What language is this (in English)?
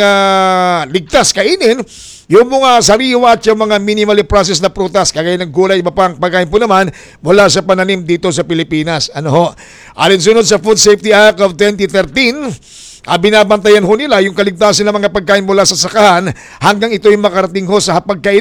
Filipino